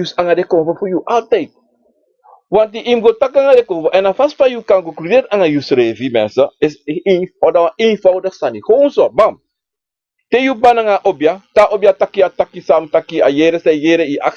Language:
Sranan Tongo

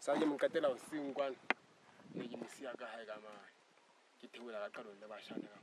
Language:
Southern Sotho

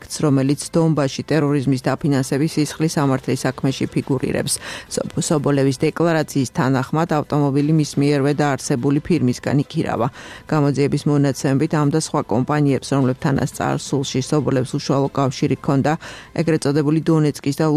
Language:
Georgian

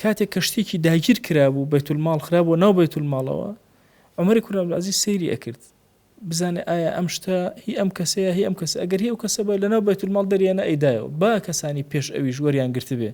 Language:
Central Kurdish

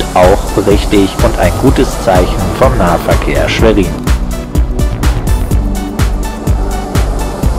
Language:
German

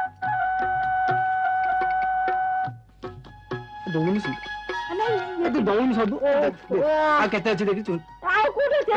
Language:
Odia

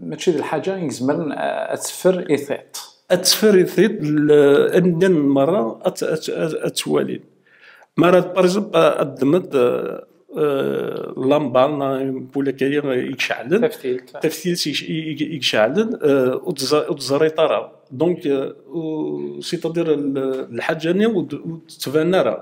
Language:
Kabyle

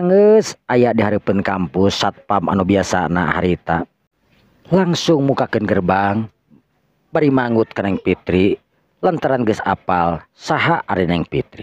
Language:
Sundanese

